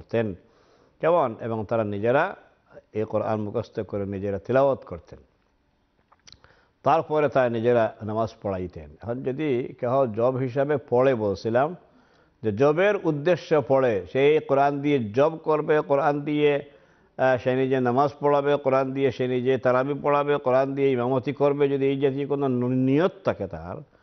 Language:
Bangla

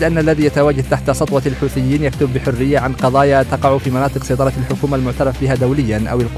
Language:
Arabic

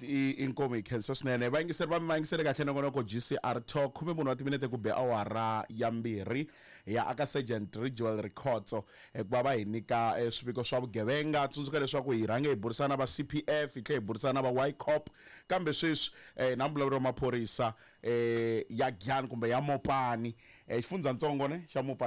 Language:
Tsonga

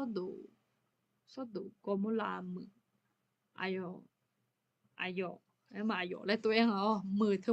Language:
Akha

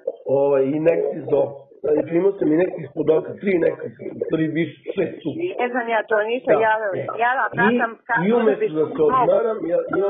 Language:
Serbian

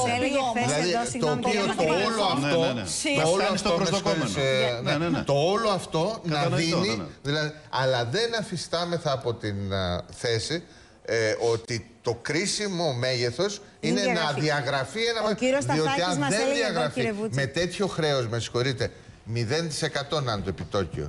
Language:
Greek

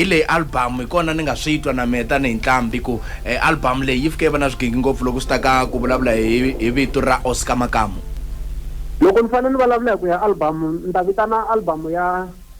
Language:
Tsonga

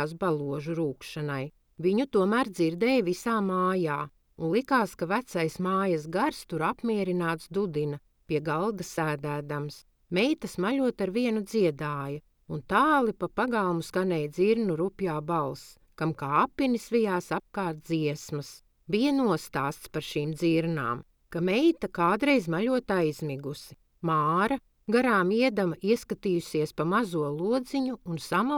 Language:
Latvian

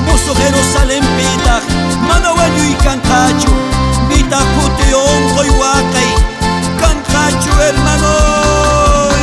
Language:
South Bolivian Quechua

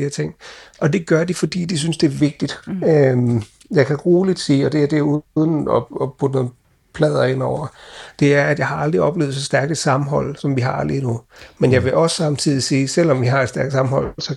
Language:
Danish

